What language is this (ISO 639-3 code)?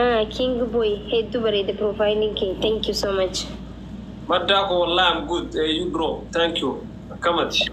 orm